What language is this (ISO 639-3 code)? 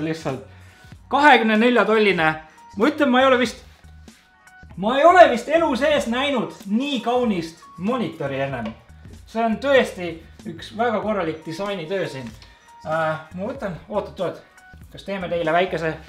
est